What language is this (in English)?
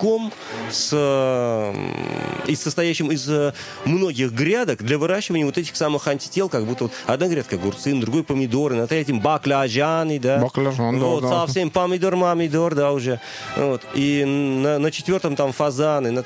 Russian